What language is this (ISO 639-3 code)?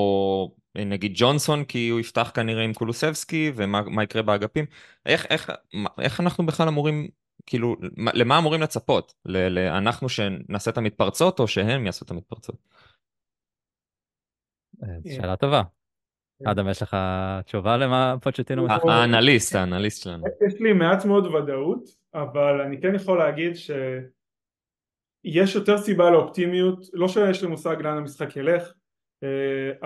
heb